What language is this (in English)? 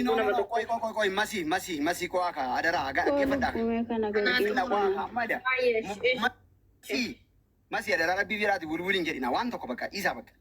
Oromo